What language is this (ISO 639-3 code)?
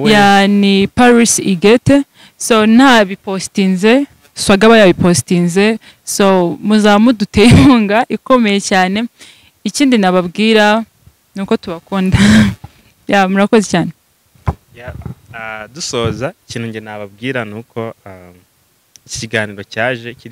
kin